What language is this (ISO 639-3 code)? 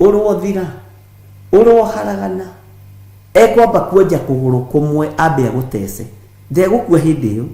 kik